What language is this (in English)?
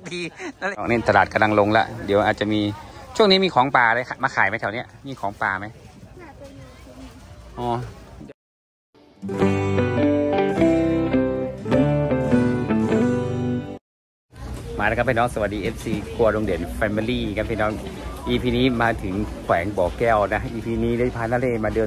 Thai